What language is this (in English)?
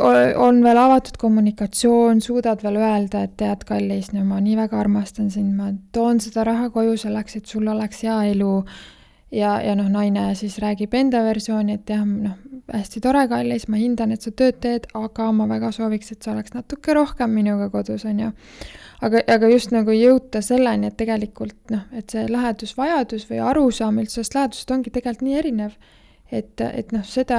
Estonian